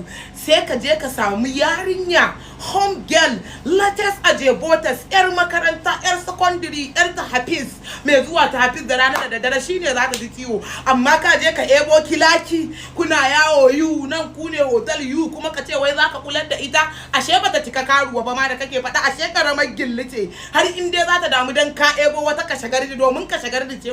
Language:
Hausa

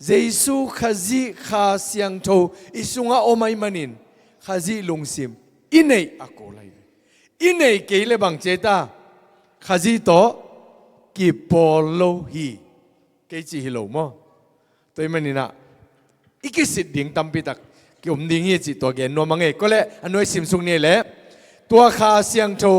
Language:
Tedim Chin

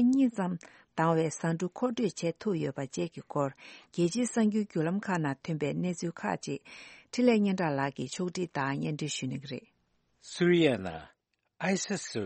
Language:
Tibetan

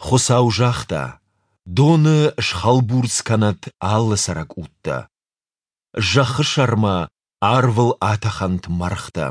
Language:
Ossetic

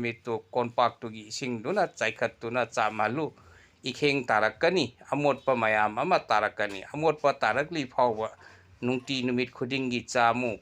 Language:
Manipuri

